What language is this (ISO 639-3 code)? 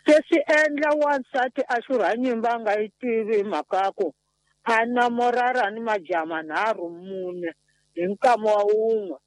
tso